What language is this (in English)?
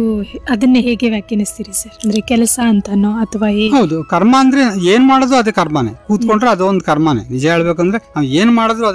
Kannada